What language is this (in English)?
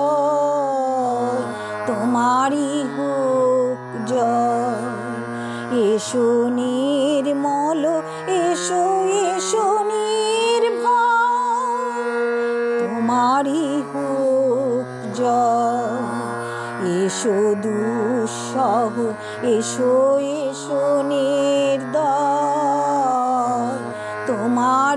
Bangla